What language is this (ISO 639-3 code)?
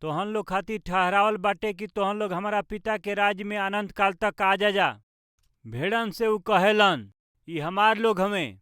bho